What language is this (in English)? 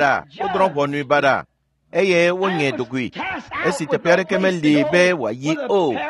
Ewe